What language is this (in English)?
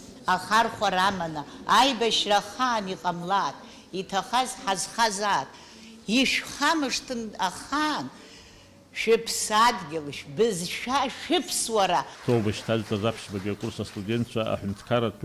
Abkhazian